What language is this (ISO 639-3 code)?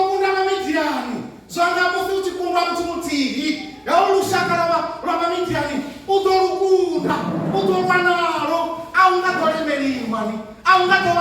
ven